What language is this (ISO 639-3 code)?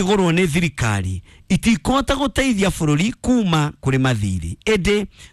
kik